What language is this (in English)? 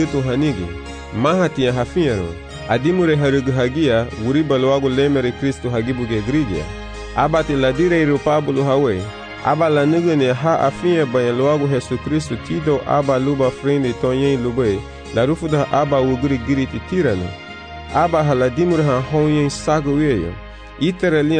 Garifuna